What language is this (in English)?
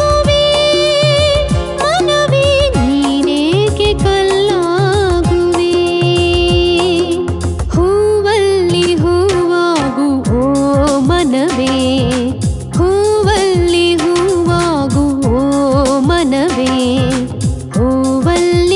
Kannada